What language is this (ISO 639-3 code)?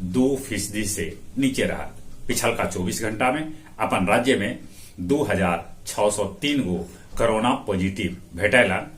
mag